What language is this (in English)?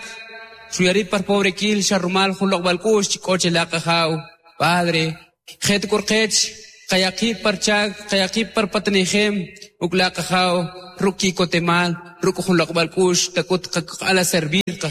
Kʼicheʼ